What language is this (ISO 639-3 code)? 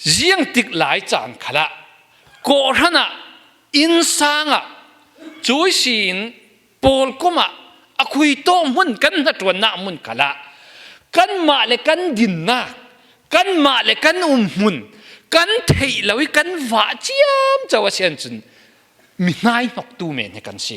cfm